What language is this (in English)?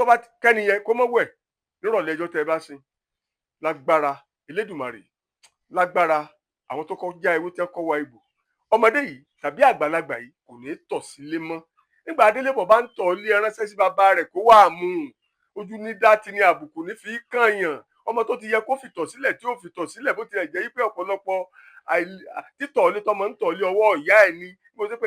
Yoruba